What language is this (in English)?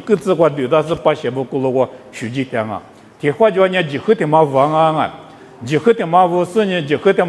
Lisu